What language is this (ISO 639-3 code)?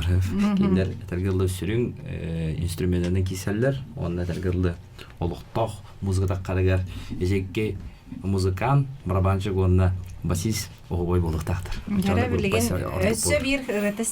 sah